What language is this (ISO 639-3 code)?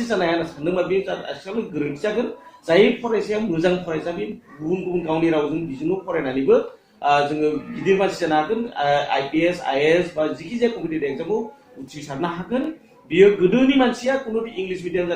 brx